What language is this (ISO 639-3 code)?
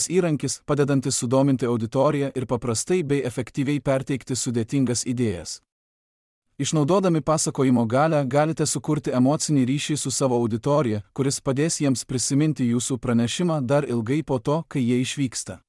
lit